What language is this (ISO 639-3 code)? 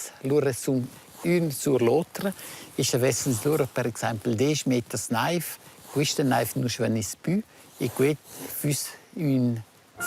roh